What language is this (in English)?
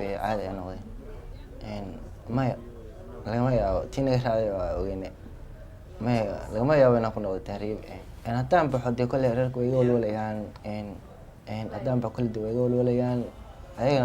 Somali